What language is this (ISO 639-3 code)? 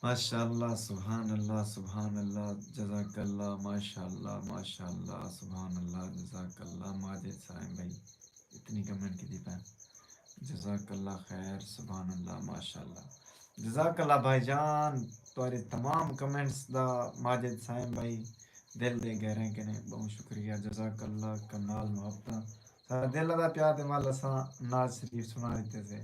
skr